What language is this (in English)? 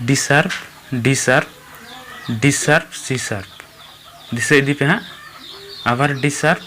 Santali